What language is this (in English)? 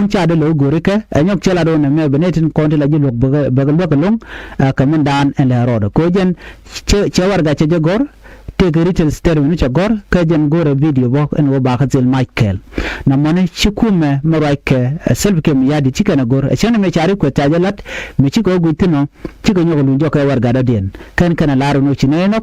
Nuer